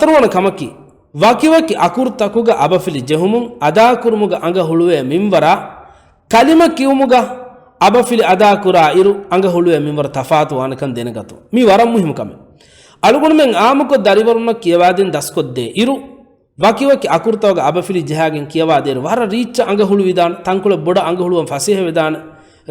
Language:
Divehi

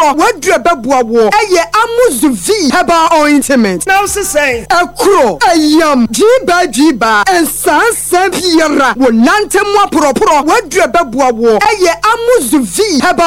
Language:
Akan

